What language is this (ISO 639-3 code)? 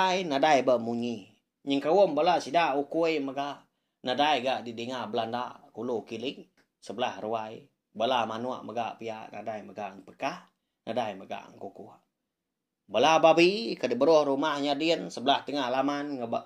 iba